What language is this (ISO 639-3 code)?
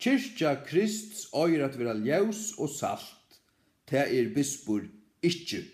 fao